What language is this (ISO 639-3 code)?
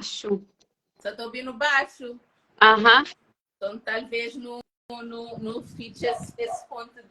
kea